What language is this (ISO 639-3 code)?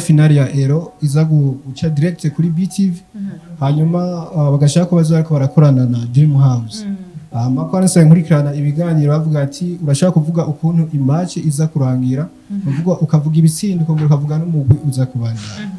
run